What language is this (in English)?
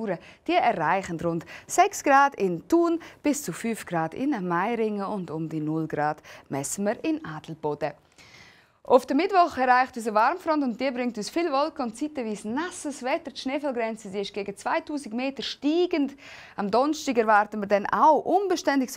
Swiss German